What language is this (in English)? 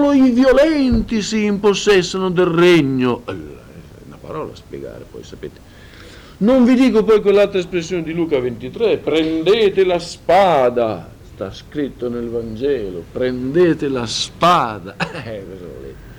Italian